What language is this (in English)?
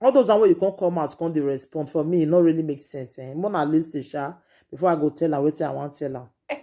Nigerian Pidgin